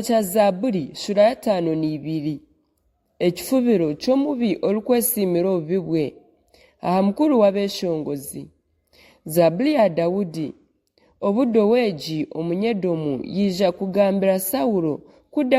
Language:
Nyankole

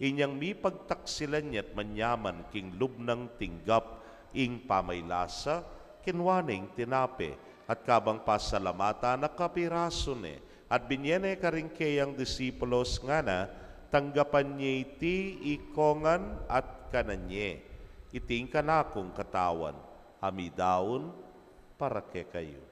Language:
Pampanga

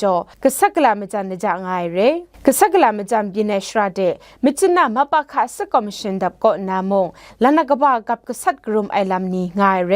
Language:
Kachin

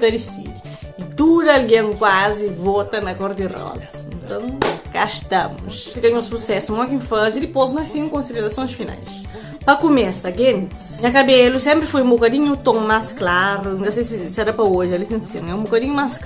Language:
Kabuverdianu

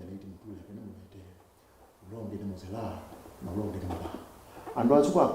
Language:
Kamba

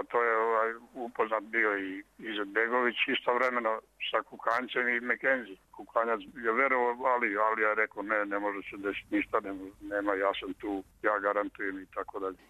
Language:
Croatian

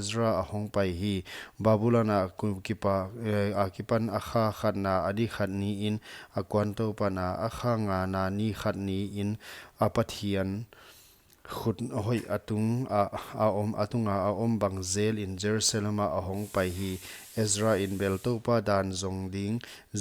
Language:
Paite Chin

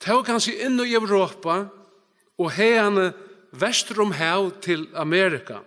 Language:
Faroese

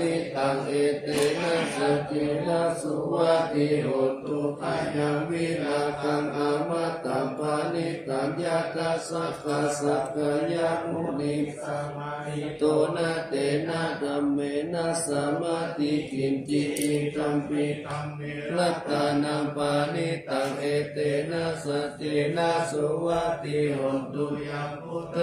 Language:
Pali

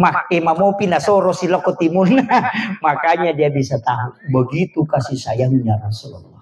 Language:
Buginese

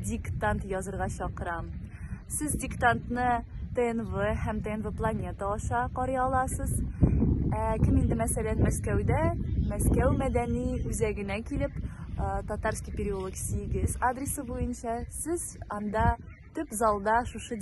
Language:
Tatar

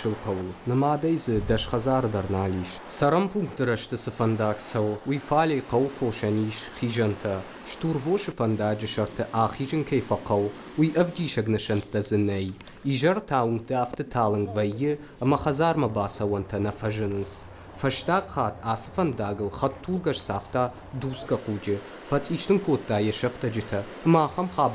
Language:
Ossetic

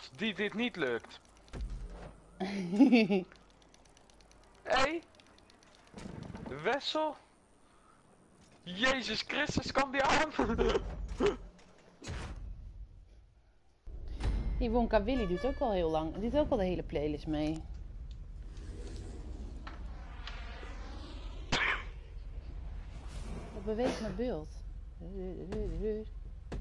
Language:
Dutch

